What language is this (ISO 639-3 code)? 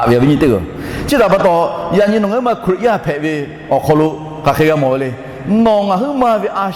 lhu